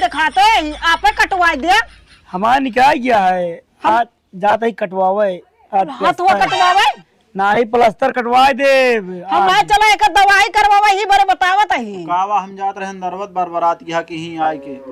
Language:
Awadhi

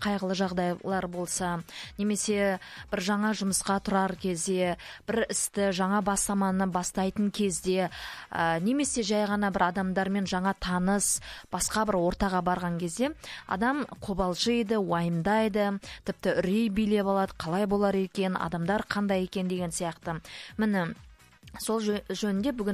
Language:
Kazakh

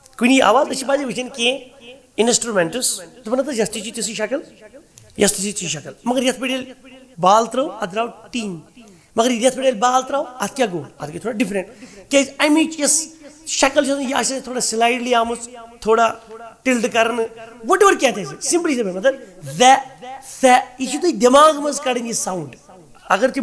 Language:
Kashmiri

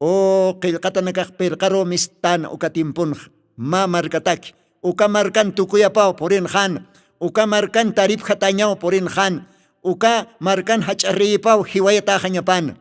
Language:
Aymara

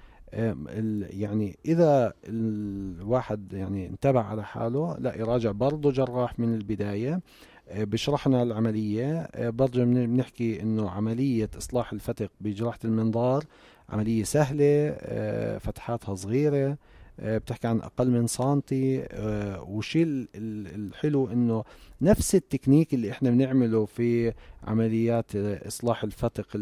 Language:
North Levantine Arabic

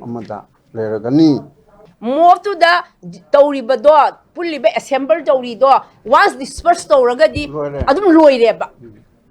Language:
Manipuri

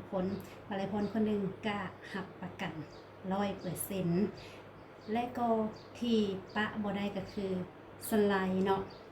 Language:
Lao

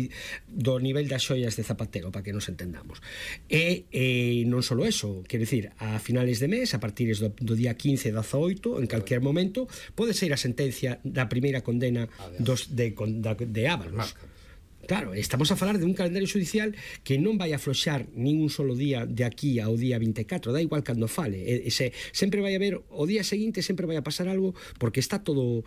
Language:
Galician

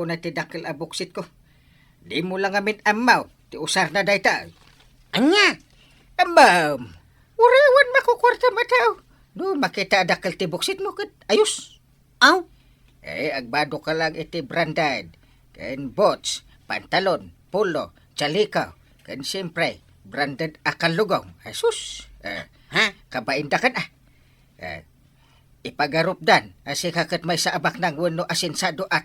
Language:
Iloko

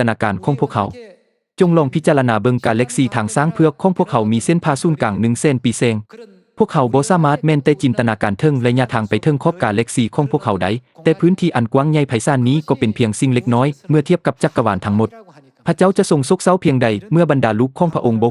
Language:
Lao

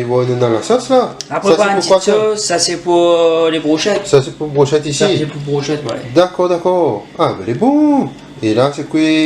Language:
Réunion Creole French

